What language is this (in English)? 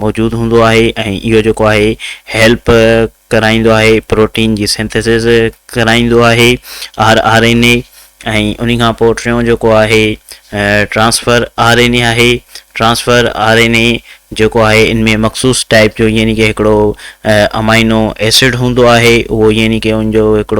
Sindhi